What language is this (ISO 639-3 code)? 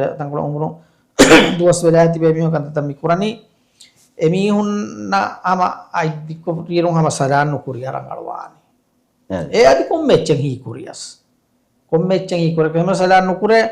div